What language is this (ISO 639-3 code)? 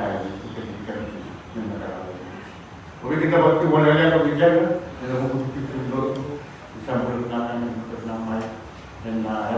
fij